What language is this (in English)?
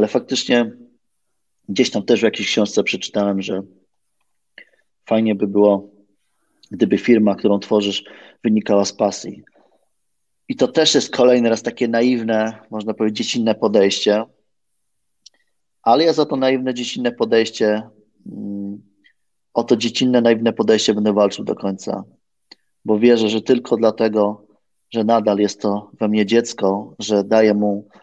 Polish